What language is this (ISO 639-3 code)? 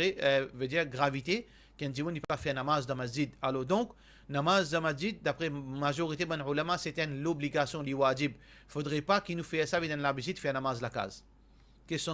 mfe